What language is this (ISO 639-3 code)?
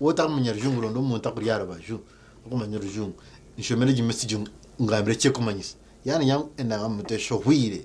nyn